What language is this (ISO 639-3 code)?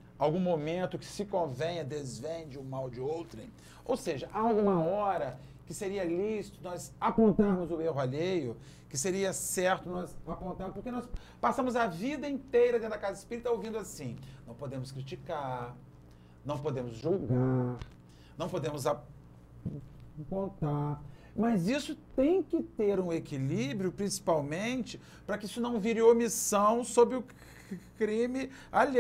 por